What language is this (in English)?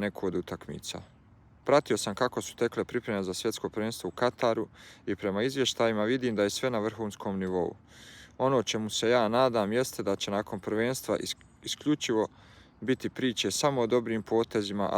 Bosnian